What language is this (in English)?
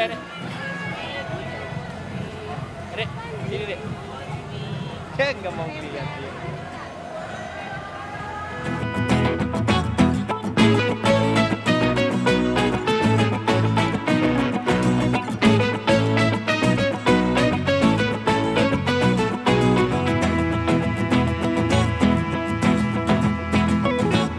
Indonesian